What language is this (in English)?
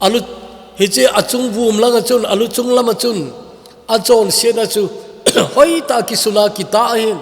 Thado Chin